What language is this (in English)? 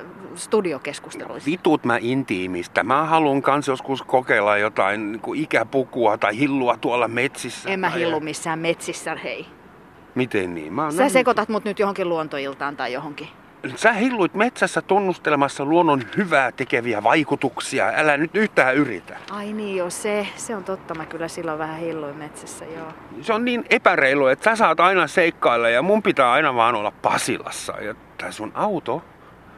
Finnish